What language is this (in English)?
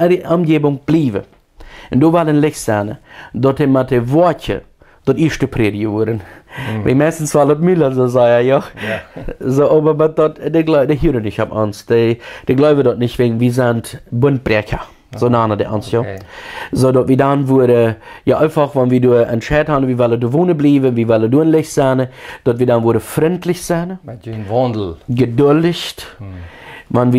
Plautdietsch